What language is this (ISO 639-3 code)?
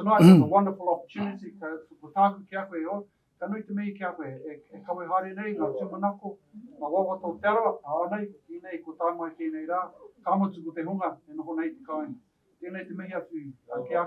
mri